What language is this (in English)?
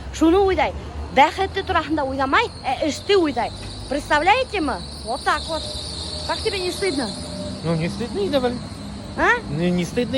Bashkir